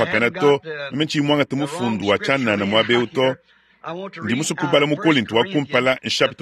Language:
Luba-Lulua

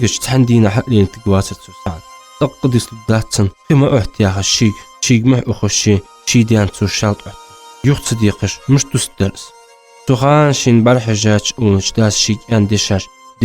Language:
Ingush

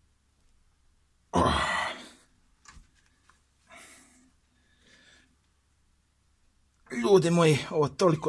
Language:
Croatian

